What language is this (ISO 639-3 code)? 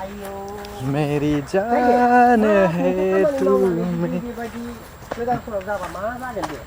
brx